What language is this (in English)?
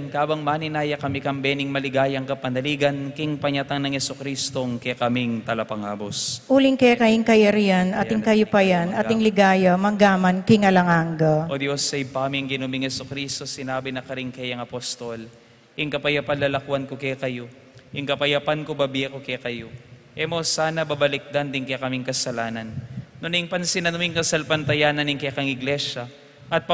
Pampanga